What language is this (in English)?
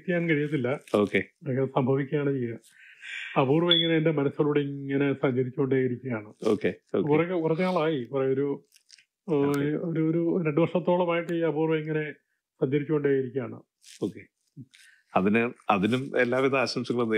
Malayalam